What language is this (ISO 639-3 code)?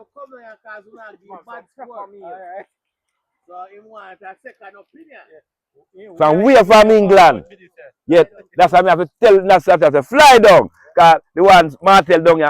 jam